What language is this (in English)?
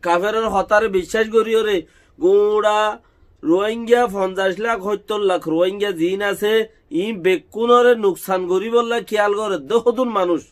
Rohingya